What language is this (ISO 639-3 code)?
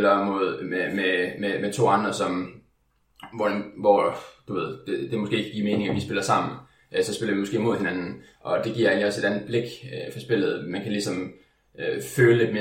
dan